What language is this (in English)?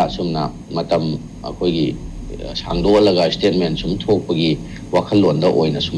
Manipuri